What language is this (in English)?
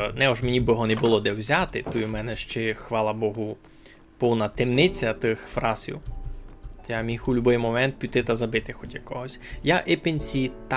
Rusyn